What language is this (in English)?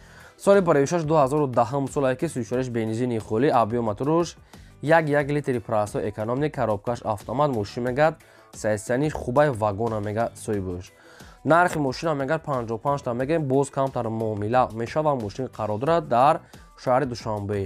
Tajik